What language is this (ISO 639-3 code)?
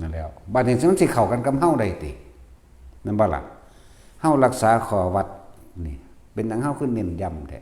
lao